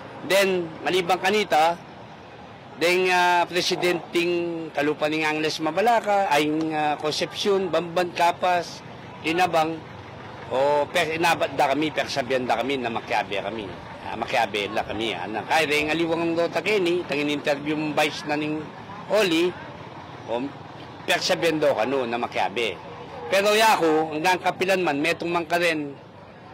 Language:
Pampanga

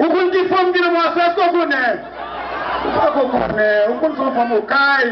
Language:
Haitian Creole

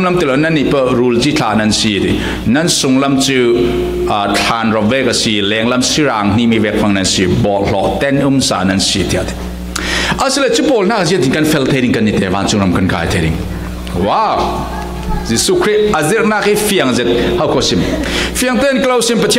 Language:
Falam Chin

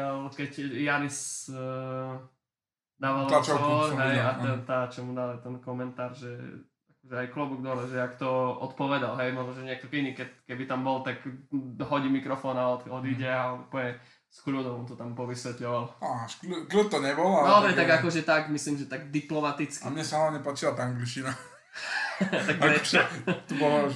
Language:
Slovak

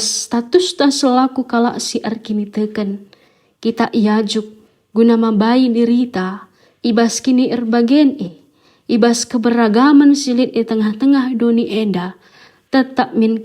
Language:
Batak Karo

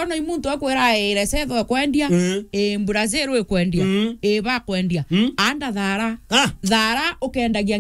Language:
Meru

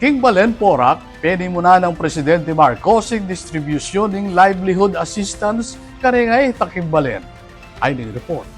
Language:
Pampanga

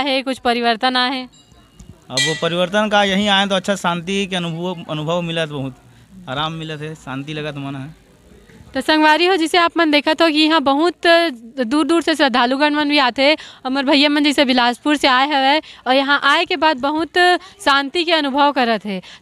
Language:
Chhattisgarhi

